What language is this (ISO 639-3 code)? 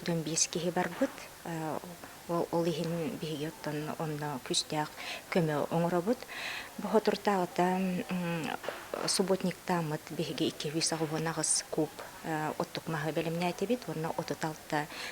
sah